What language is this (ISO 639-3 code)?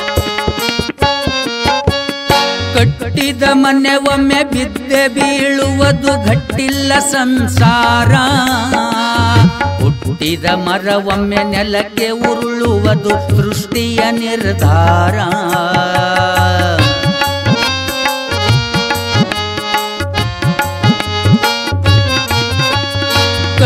kan